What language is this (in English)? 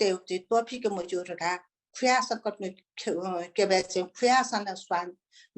Newari